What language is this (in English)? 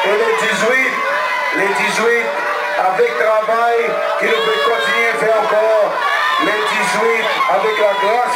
Seselwa Creole French